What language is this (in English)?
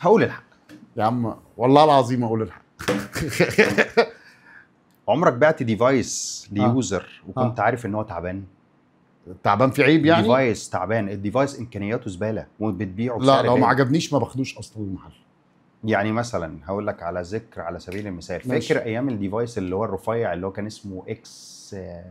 Egyptian Arabic